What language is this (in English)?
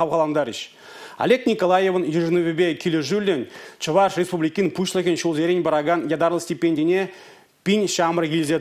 Chuvash